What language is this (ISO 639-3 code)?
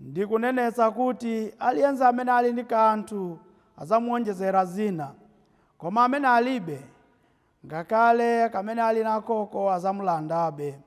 nya